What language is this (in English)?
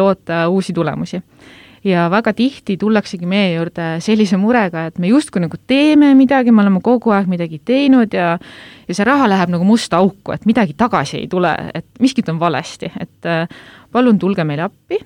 Estonian